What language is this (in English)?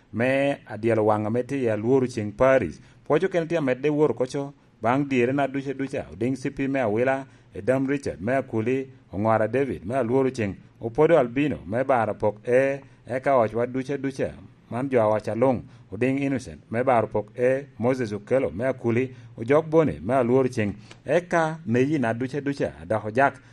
Lango (Uganda)